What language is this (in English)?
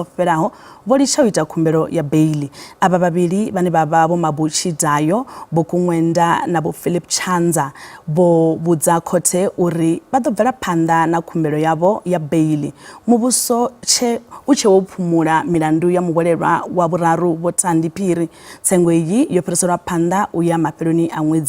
Venda